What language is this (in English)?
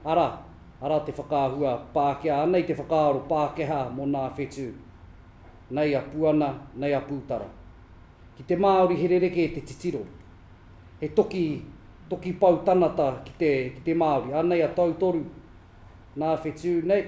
Māori